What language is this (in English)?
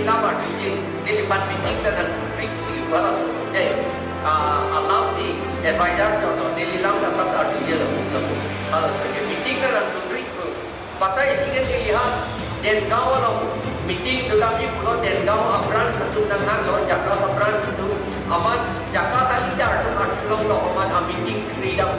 Karbi